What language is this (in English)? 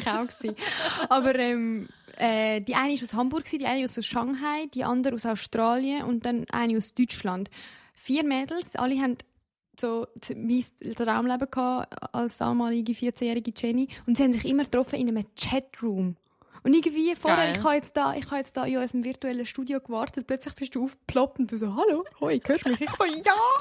Swiss German